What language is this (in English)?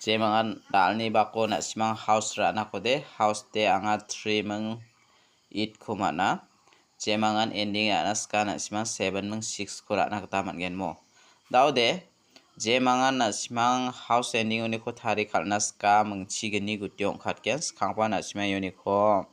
Garo